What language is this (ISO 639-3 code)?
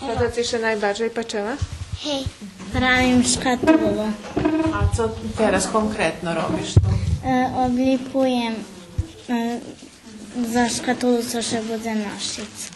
rue